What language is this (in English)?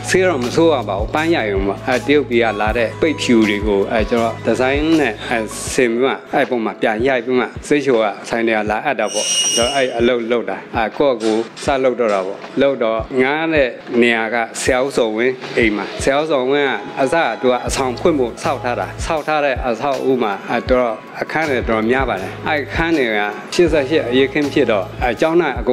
Burmese